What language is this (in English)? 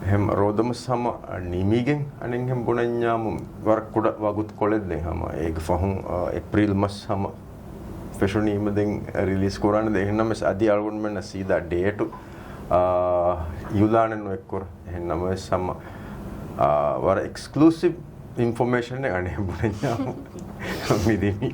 Divehi